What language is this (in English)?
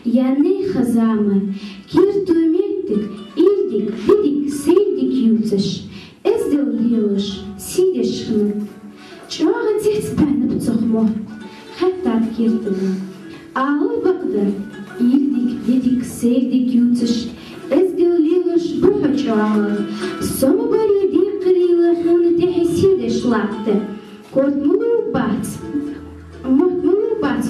Ingush